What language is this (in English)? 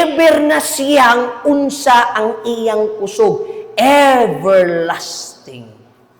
Cebuano